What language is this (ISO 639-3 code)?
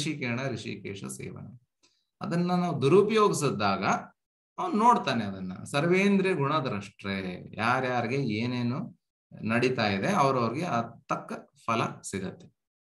kan